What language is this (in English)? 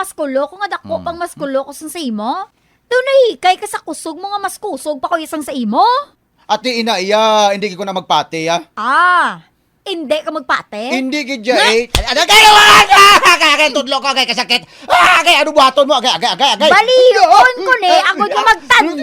Hiligaynon